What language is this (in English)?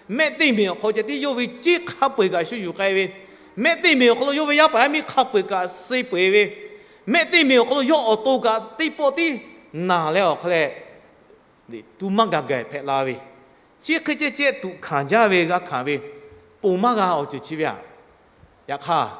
Lahu